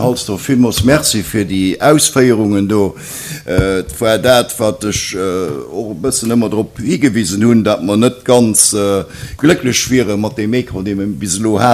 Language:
Luxembourgish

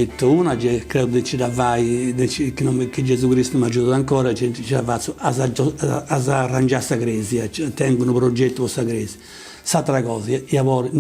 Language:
Sardinian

